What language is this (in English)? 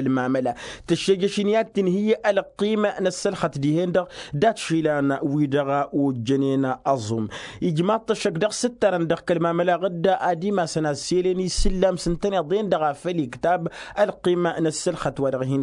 Tamasheq